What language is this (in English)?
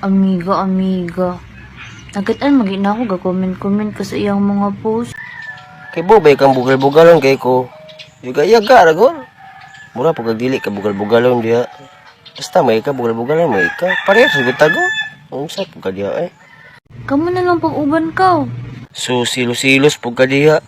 Cebuano